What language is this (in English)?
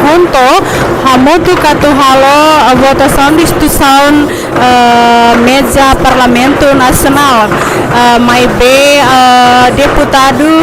Tetum